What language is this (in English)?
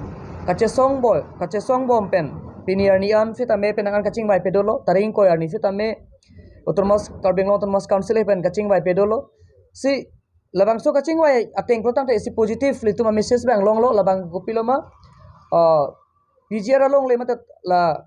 Karbi